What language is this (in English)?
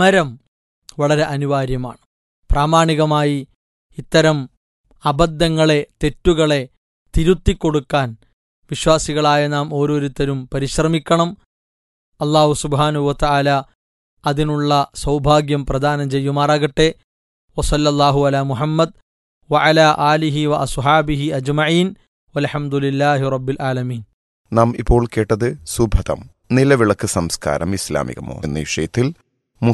Malayalam